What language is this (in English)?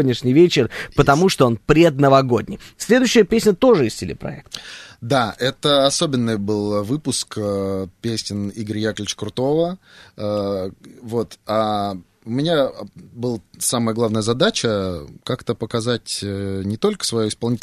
Russian